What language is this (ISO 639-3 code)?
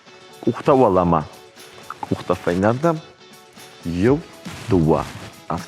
oss